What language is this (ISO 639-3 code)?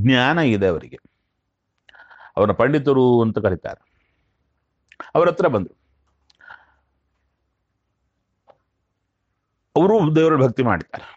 kan